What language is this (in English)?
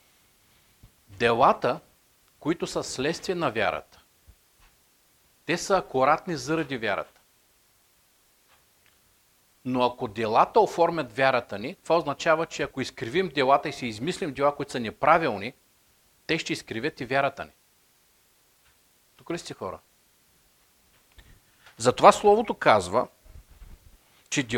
Bulgarian